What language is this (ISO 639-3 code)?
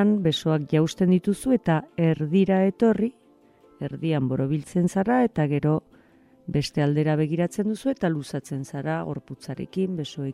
eus